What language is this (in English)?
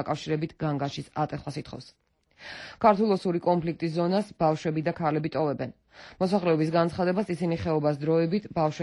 Georgian